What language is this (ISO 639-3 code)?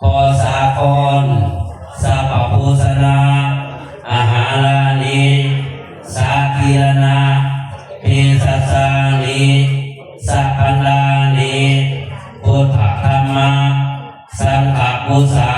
tts